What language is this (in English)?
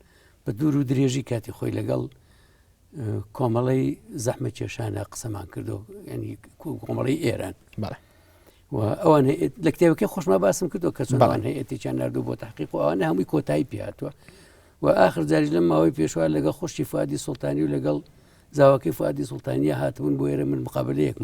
Central Kurdish